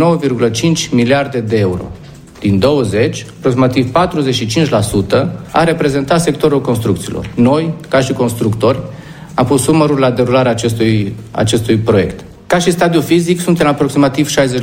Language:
Romanian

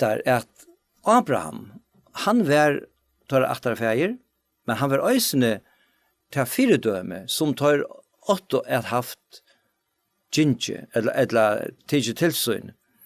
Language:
Faroese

